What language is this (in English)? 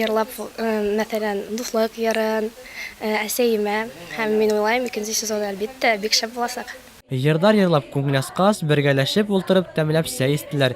Bashkir